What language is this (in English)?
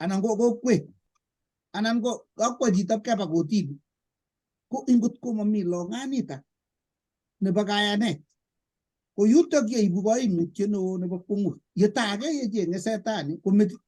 Kalenjin